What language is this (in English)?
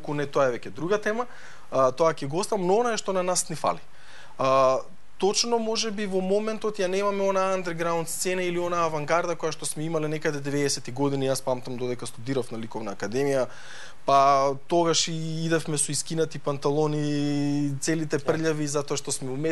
Macedonian